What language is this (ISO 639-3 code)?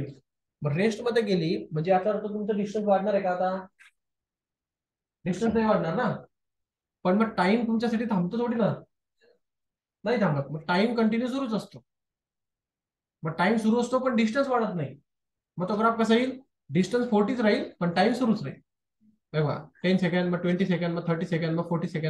mar